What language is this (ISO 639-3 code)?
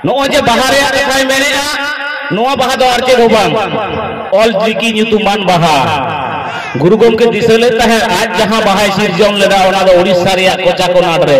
sat